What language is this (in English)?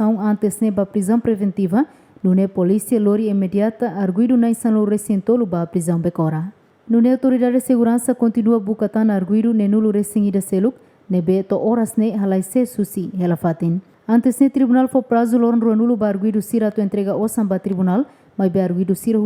Tetum